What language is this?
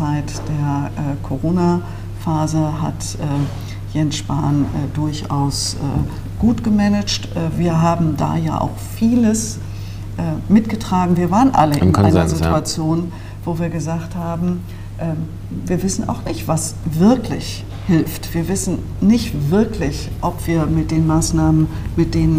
German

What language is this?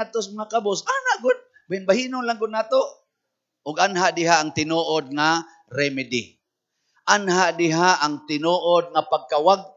Cebuano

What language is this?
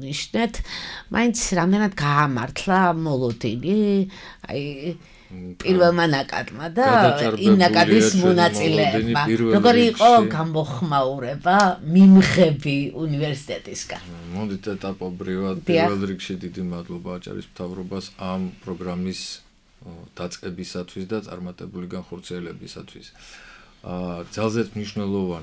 Georgian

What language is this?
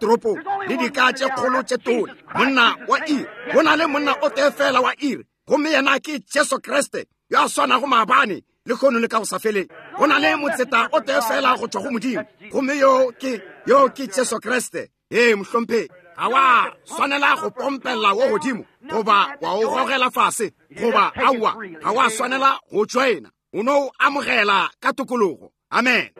Northern Sotho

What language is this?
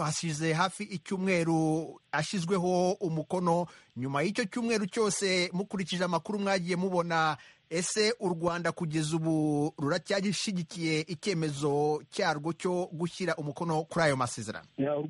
Kinyarwanda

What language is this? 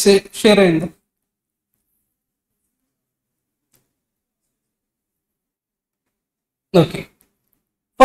Telugu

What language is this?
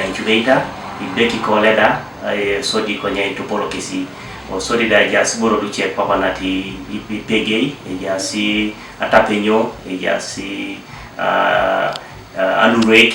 Teso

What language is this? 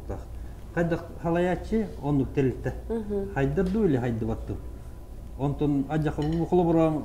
Yakut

